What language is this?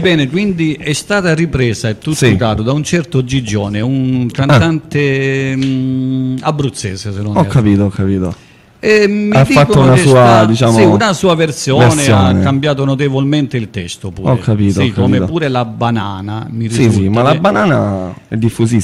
Italian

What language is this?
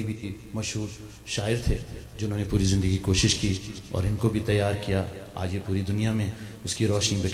Urdu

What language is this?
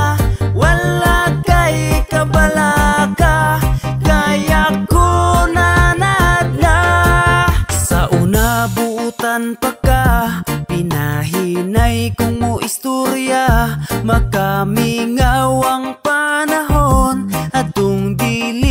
Cebuano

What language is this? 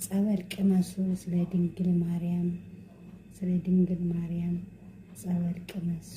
Amharic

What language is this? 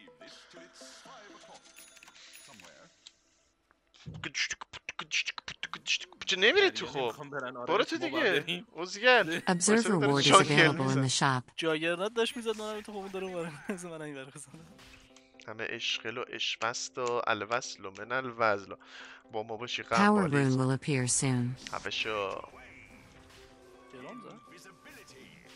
Persian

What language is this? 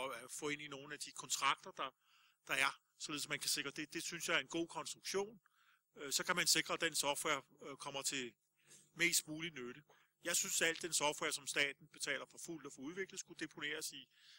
Danish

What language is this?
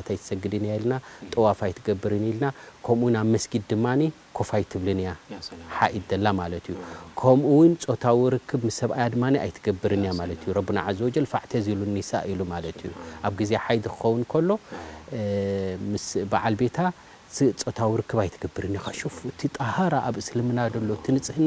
Tigrinya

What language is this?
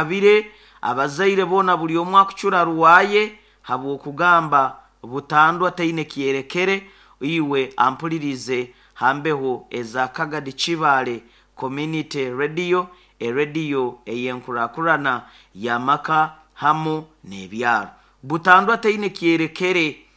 Nyoro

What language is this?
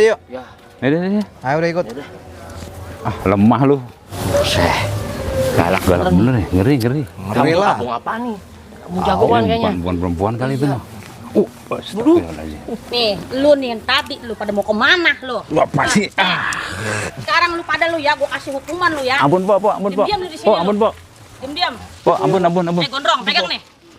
Betawi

